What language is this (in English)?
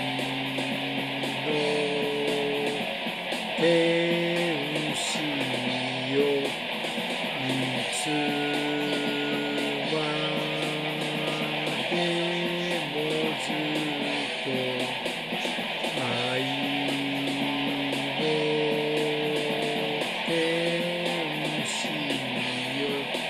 Japanese